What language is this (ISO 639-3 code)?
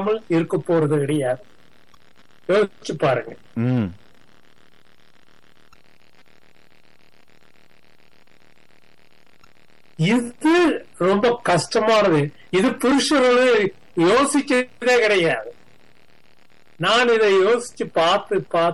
tam